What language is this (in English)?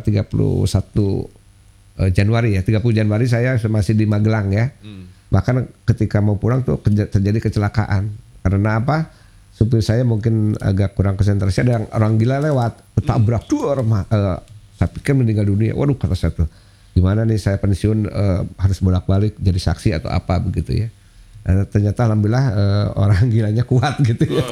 Indonesian